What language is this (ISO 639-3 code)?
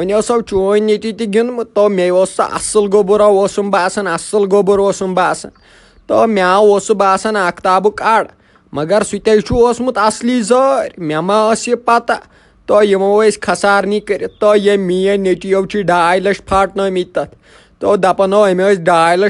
kas